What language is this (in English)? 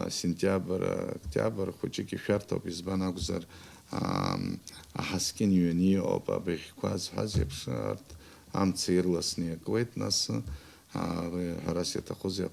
Abkhazian